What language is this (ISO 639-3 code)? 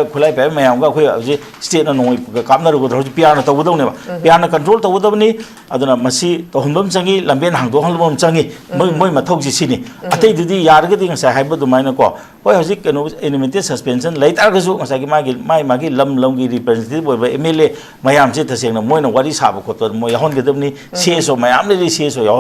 mni